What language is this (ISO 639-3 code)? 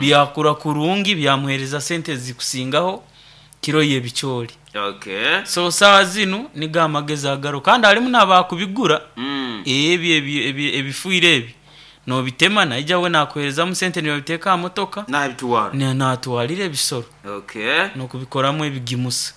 nyn